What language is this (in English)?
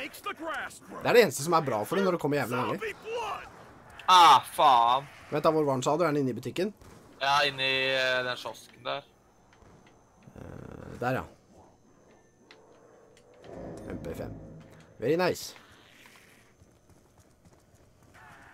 Norwegian